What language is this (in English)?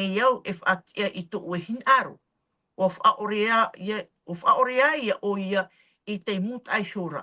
Tahitian